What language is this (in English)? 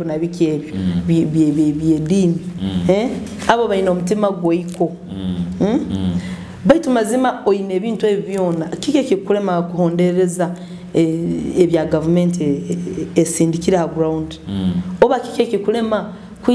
Nyoro